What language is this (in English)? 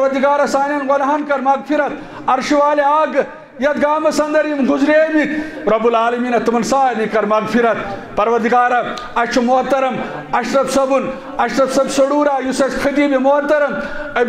Kashmiri